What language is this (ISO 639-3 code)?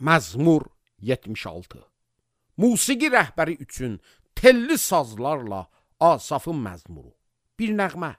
aze